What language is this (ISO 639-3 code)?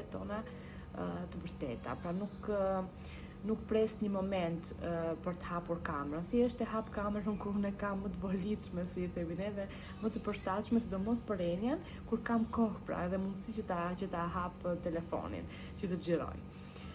sqi